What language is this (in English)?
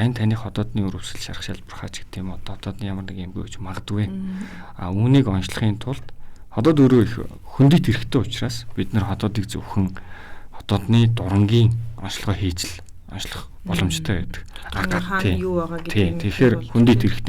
Mongolian